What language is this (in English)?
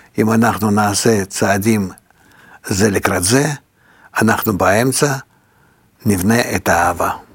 Hebrew